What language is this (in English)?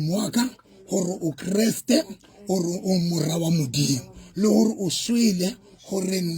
Southern Sotho